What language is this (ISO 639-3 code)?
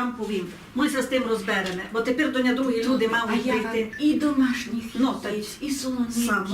rue